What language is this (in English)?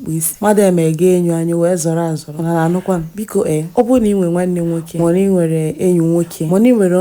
Igbo